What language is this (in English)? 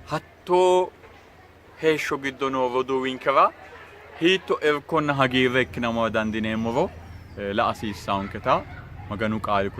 Sidamo